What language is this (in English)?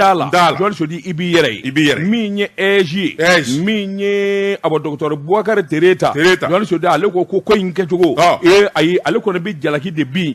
Bambara